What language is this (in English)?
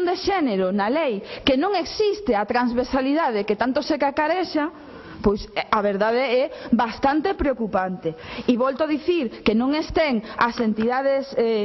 Galician